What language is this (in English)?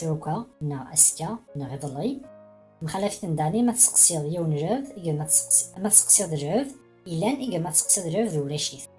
Kabyle